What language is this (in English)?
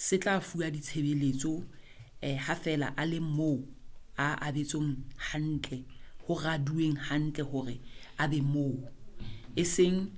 Southern Sotho